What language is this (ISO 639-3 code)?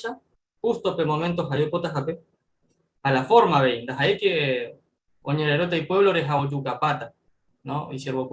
grn